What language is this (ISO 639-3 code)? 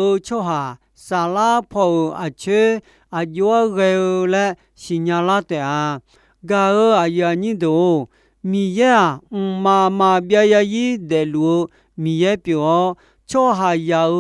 ahk